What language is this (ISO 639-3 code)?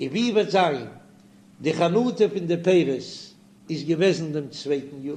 yid